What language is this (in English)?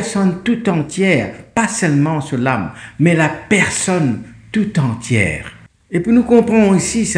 Morisyen